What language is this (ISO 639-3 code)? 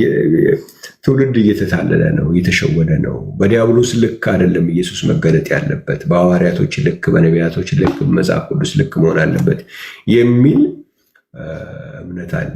amh